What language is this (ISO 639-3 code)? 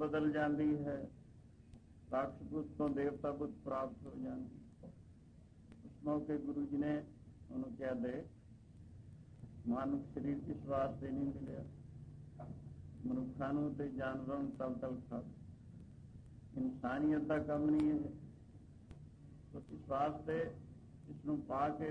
pan